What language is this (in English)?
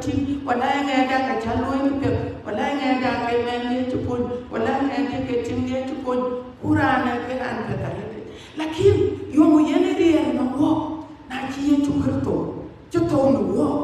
Dinka